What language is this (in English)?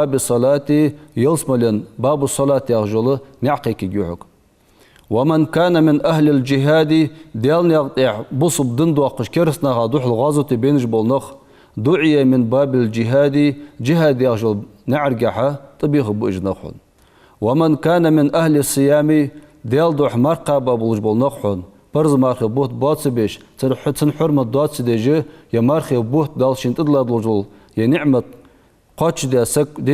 Ingush